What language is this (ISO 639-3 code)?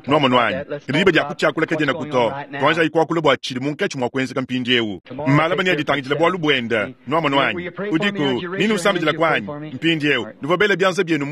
lua